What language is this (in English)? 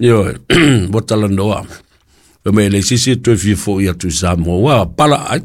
Samoan